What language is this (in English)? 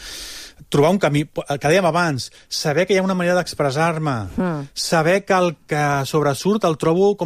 Catalan